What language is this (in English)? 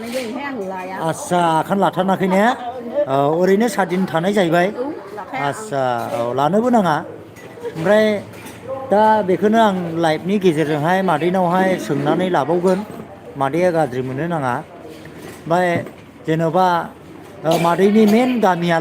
Bodo